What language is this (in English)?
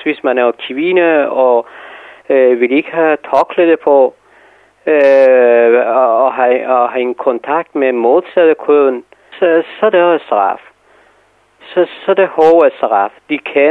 Danish